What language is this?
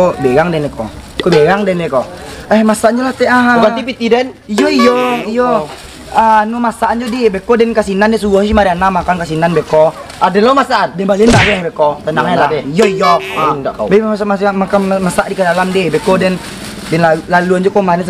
Minangkabau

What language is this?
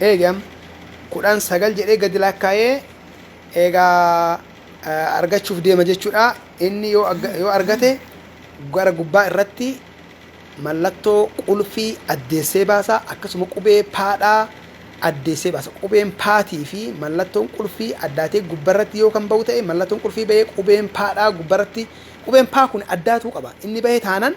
Oromo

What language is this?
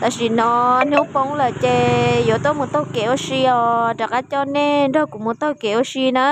Hmong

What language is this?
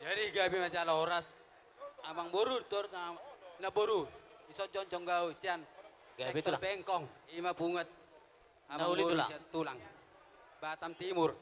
Batak Toba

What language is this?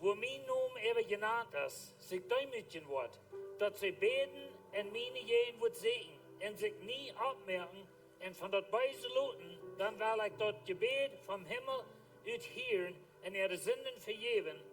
Plautdietsch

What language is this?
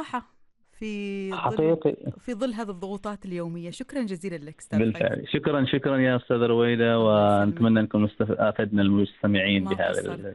Arabic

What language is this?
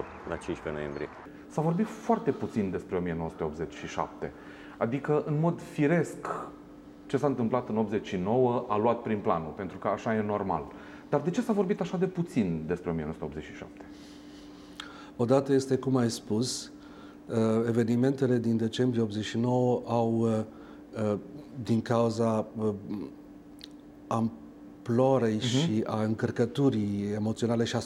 Romanian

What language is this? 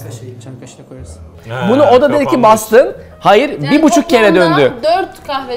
Turkish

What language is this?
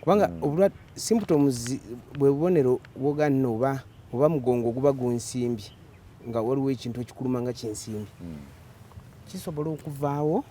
Ganda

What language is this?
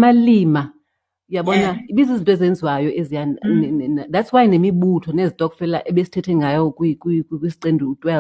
Xhosa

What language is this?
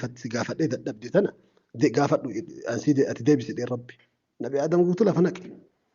Oromo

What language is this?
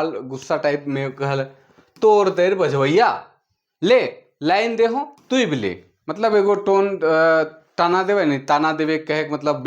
Sadri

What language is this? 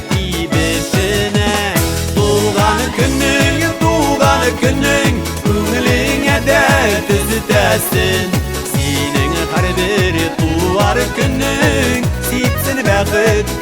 Bashkir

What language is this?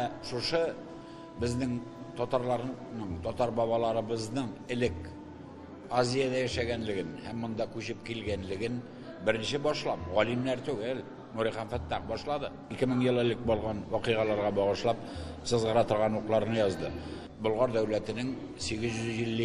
Tatar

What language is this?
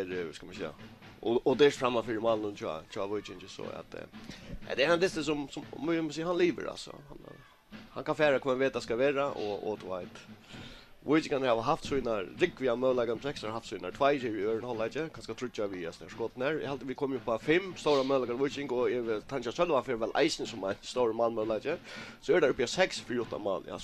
Faroese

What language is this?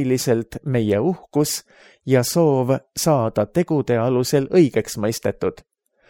Estonian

